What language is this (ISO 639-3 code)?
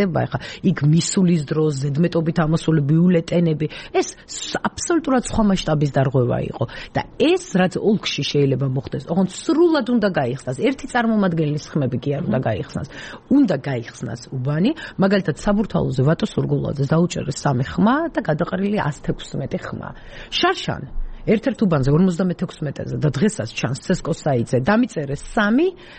kat